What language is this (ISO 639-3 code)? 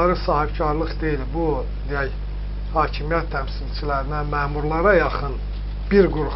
aze